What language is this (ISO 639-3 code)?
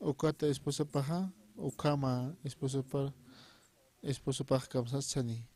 aym